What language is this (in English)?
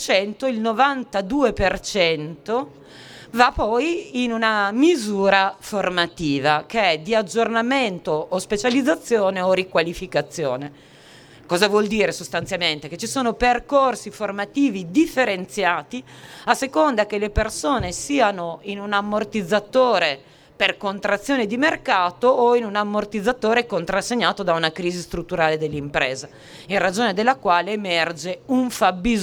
Italian